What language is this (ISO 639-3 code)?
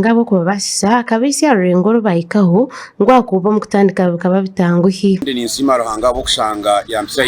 nyn